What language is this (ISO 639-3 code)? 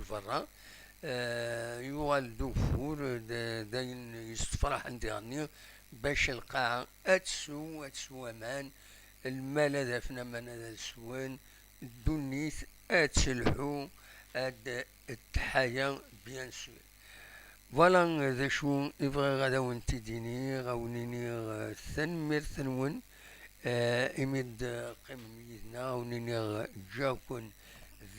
kab